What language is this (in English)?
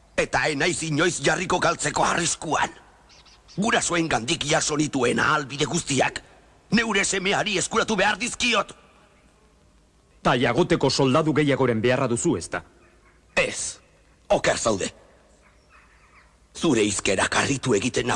Basque